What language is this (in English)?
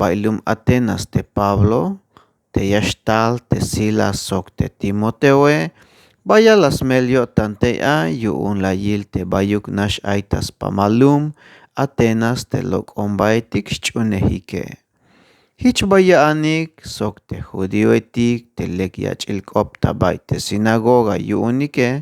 Tzeltal